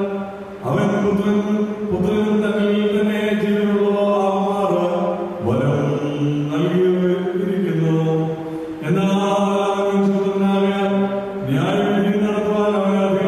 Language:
Malayalam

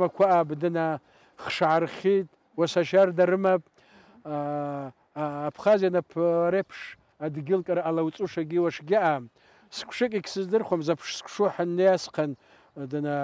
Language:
Abkhazian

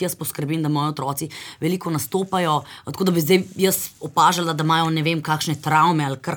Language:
Slovenian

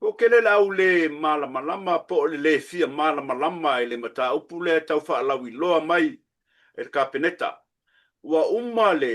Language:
Samoan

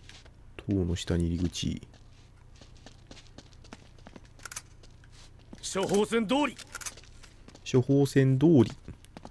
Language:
Japanese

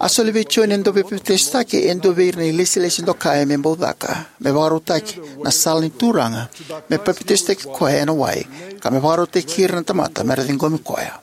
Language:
Fijian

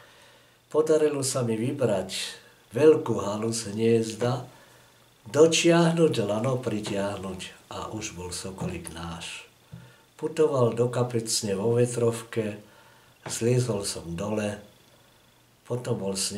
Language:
Slovak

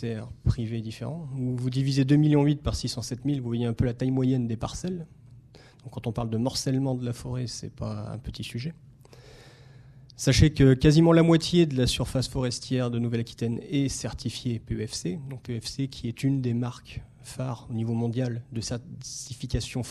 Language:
French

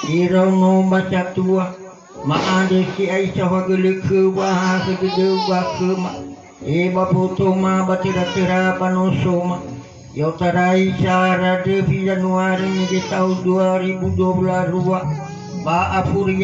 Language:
Nias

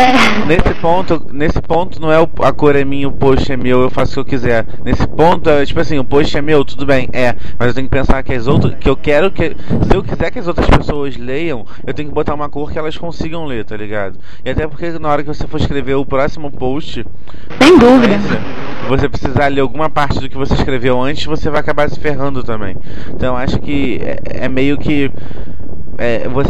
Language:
Portuguese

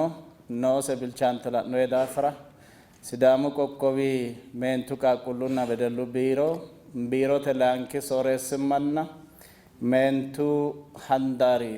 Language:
Sidamo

